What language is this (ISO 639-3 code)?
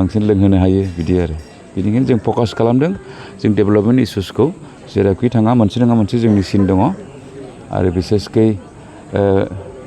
brx